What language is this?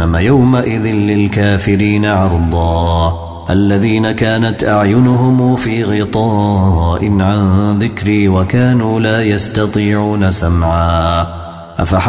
Arabic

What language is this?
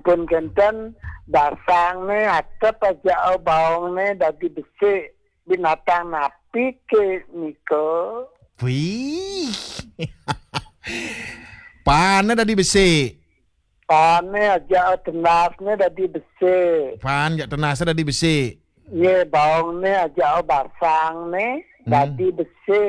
Balinese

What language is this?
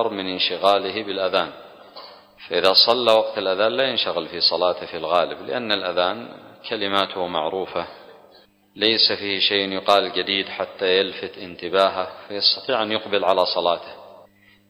Arabic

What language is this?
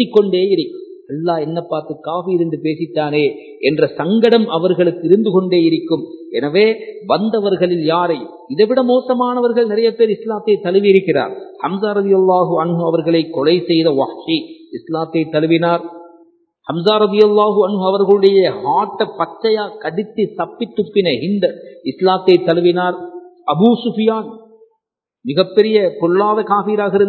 Tamil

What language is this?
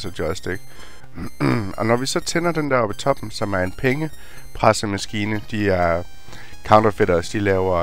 Danish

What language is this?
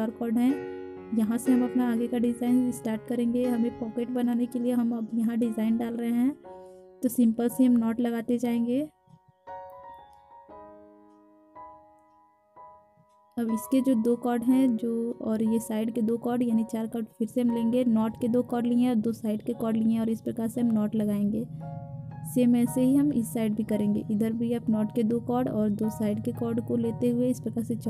Hindi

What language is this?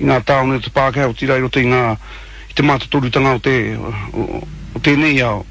Māori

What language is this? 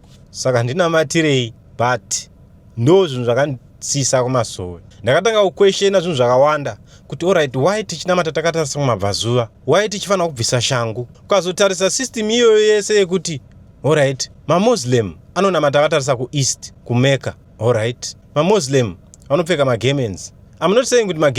Shona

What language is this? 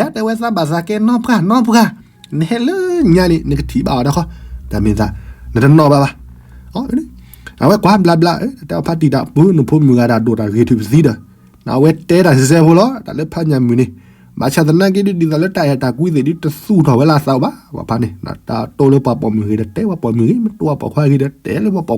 S'gaw Karen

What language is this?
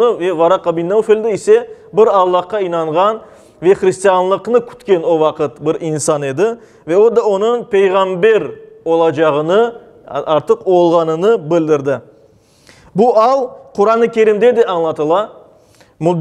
Crimean Tatar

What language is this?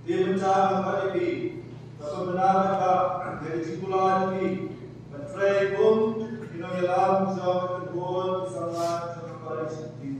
Khasi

